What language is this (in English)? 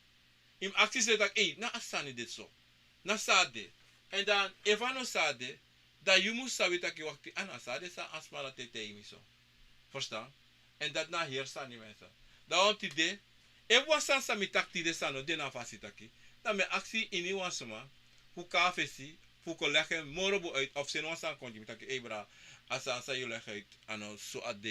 Sranan Tongo